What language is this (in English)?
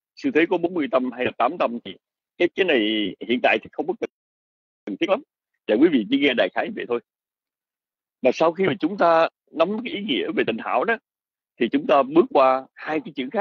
Vietnamese